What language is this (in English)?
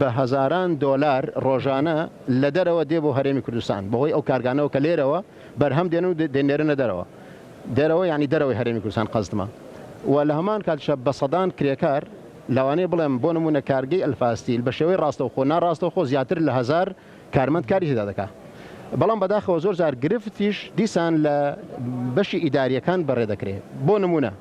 Central Kurdish